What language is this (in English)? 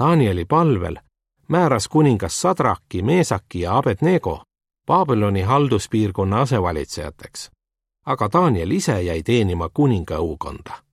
Estonian